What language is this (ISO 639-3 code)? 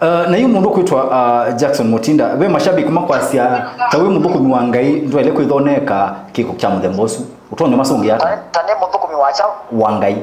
kam